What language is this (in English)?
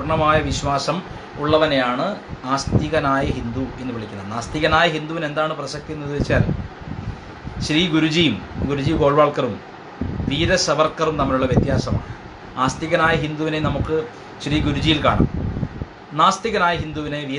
Malayalam